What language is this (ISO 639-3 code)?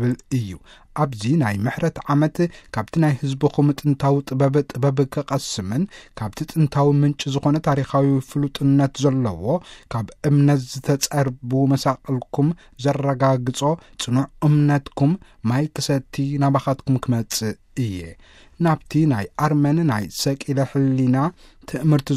tir